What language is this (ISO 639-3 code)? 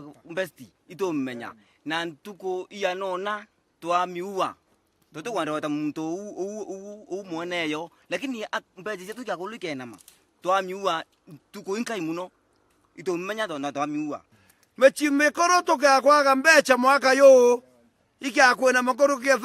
mer